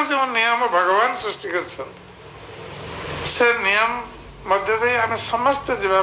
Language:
Odia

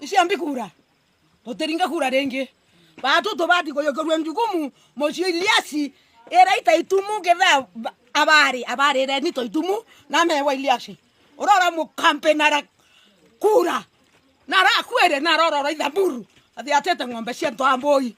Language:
Meru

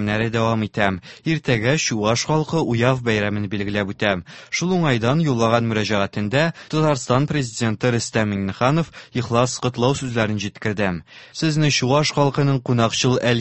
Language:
Tatar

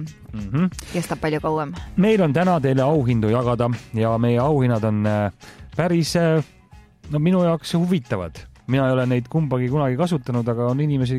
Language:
Estonian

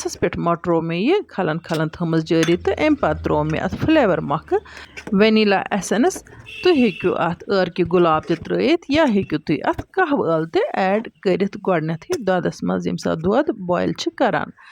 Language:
Kashmiri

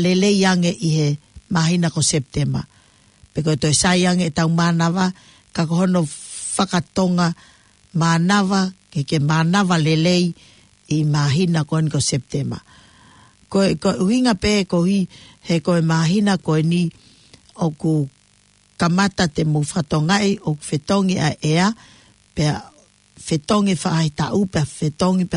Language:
Tongan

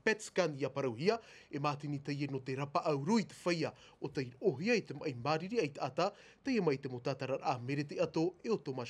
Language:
Tahitian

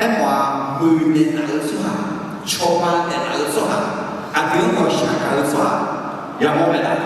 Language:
Akha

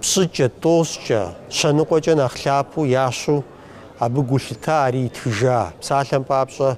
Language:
Kabardian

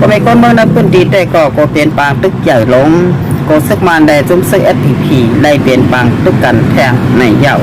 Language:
Shan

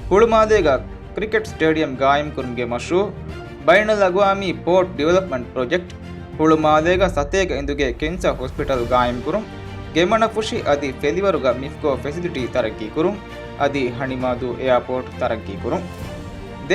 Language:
Divehi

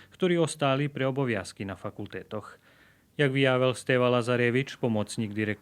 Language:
Rusyn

